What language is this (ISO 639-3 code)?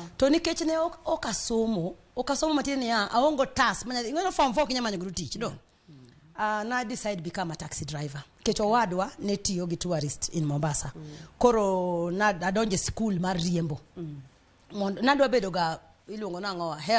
luo